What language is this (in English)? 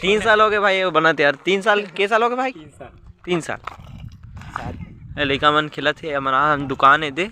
Chhattisgarhi